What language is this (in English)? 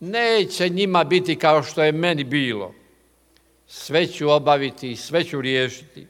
Croatian